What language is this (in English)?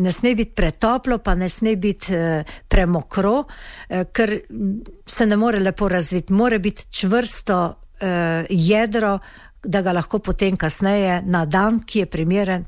Slovenian